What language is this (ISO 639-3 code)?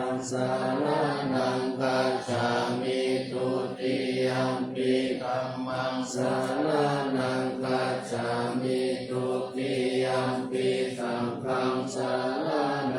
pli